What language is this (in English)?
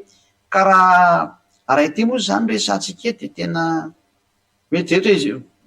Malagasy